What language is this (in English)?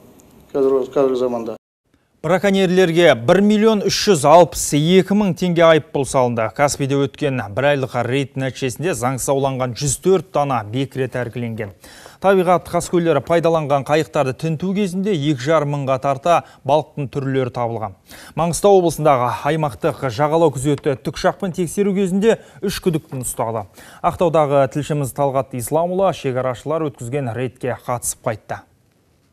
Kazakh